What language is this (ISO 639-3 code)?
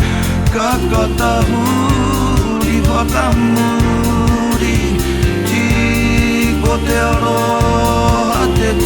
mri